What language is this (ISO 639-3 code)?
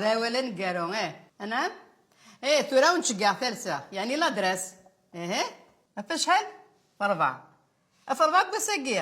kab